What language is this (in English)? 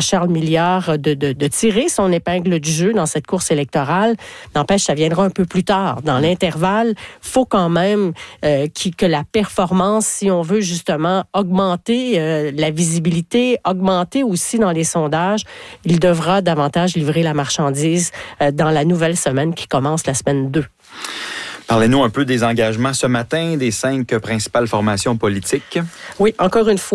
French